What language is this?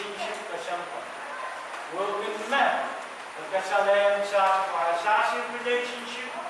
Pohnpeian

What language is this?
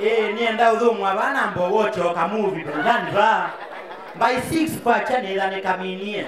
Kamba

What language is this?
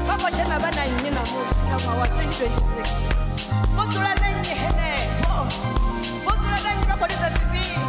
Venda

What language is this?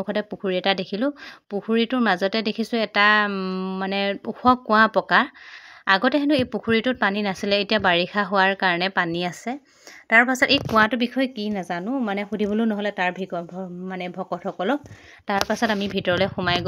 Assamese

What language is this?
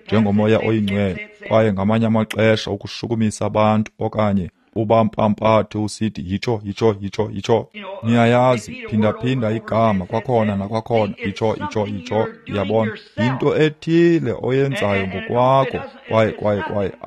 Xhosa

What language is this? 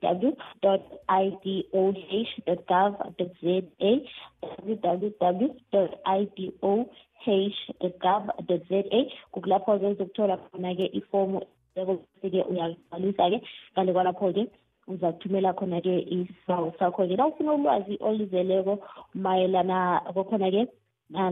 South Ndebele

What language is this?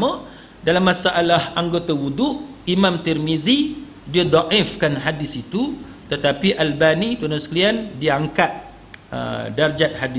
Malay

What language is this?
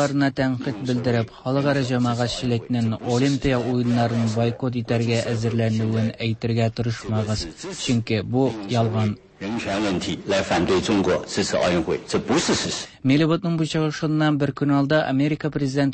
Tatar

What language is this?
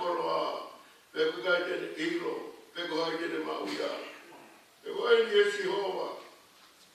Tongan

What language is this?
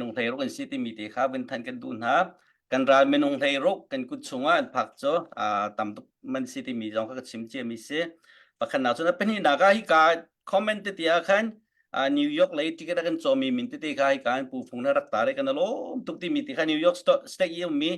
Hakha Chin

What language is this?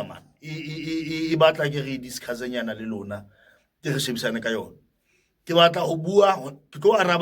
Southern Sotho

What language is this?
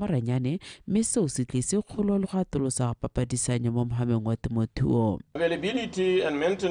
Tswana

